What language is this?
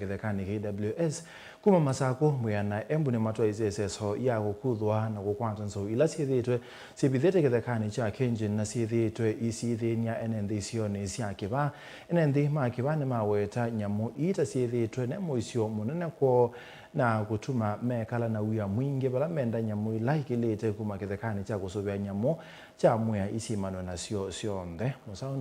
Kamba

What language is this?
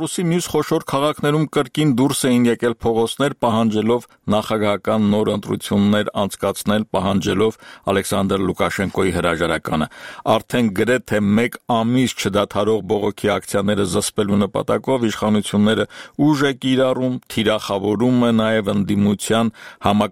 Armenian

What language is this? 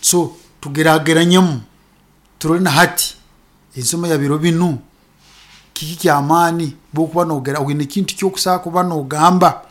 Nyankole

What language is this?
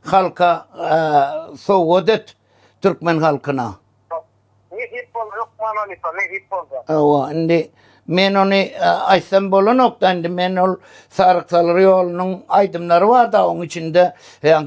Turkmen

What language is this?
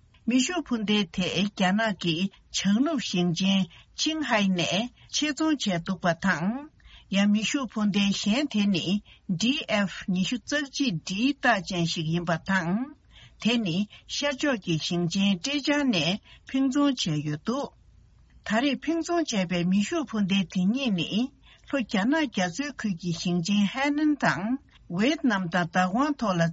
Tibetan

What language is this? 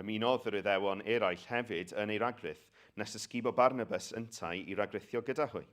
Welsh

